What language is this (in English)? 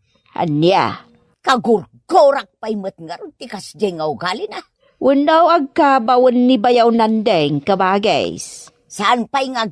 Iloko